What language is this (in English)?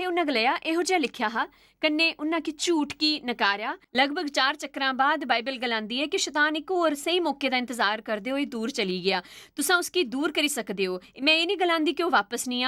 Dogri